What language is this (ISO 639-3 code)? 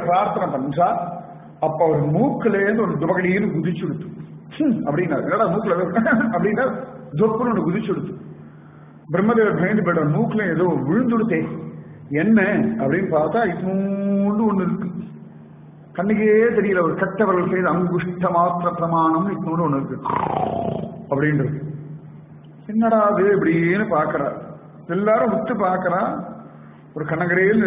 tam